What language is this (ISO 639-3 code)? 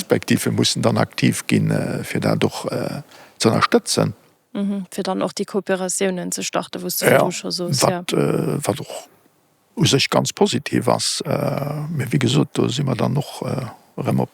ltz